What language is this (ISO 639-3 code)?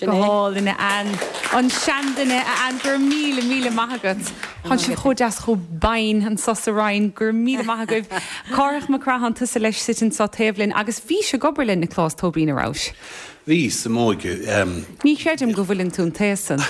gle